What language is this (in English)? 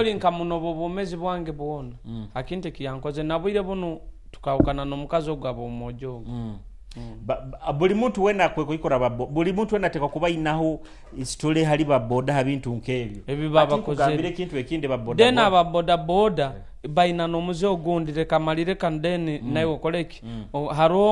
Nyoro